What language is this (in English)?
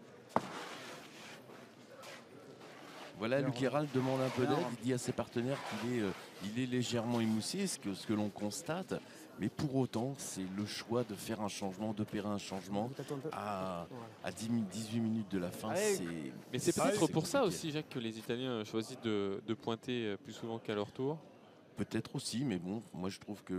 French